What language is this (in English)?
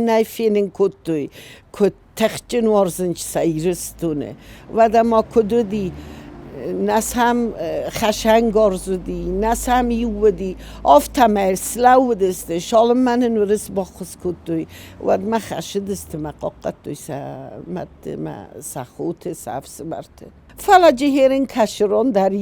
Ossetic